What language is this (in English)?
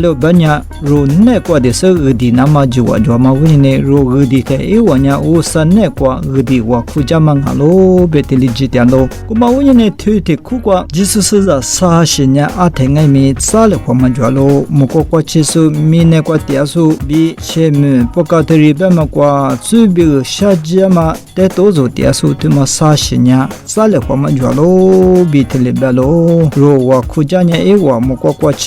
Lisu